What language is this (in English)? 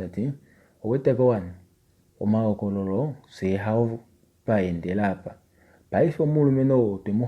Kuanyama